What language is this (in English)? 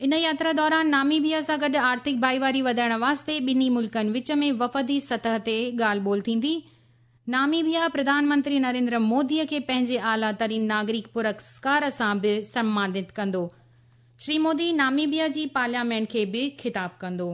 Sindhi